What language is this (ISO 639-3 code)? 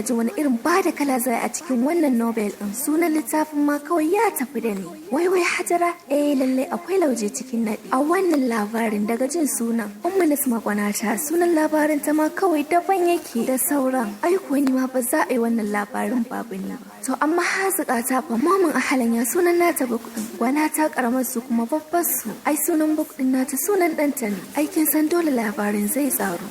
hau